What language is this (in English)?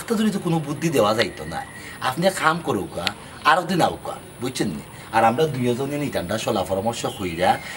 Sylheti